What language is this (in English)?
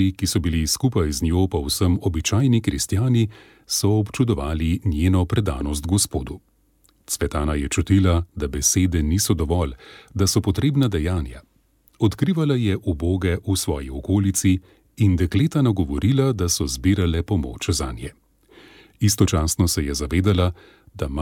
Slovenian